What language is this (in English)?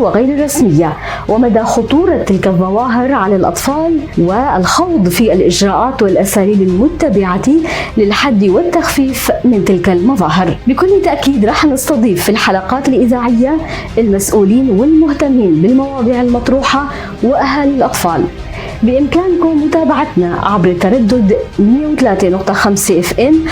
North Levantine Arabic